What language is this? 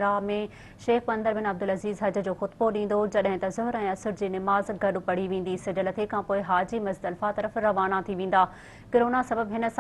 Sindhi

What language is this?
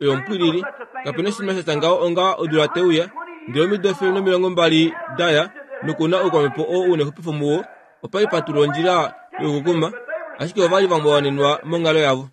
Kuanyama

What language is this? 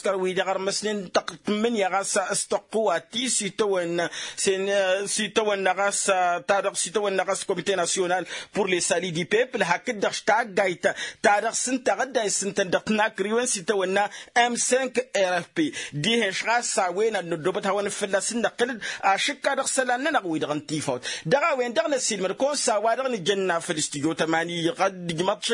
Tamasheq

